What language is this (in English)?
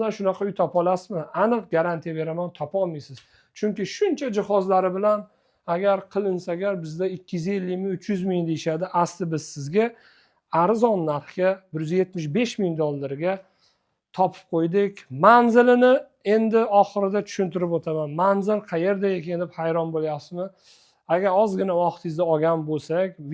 Uzbek